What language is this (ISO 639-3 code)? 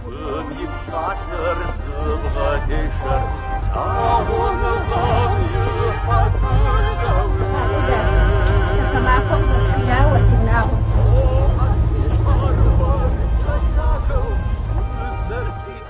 kbd